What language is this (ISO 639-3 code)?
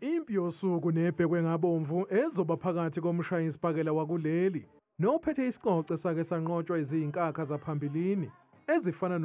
zul